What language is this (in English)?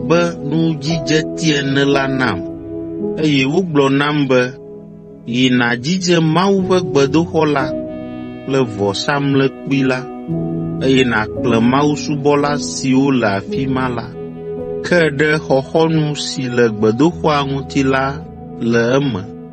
Ewe